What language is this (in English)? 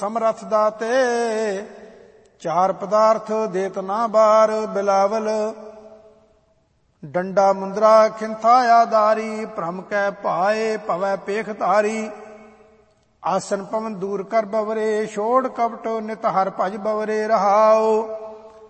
Punjabi